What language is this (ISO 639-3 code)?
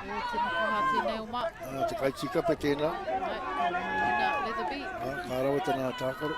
mri